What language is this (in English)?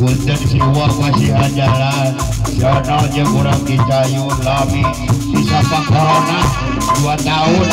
Sundanese